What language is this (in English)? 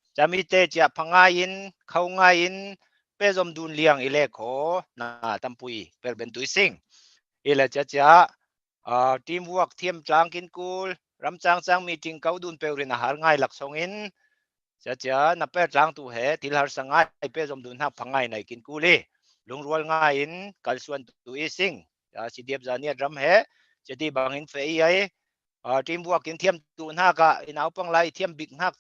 Falam Chin